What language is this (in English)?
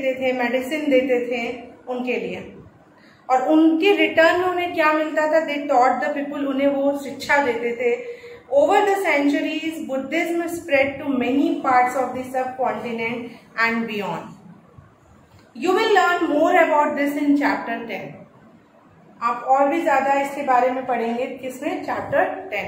Hindi